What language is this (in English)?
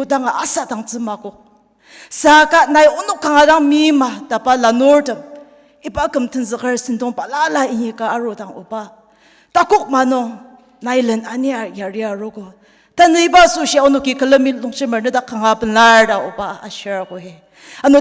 Ao Naga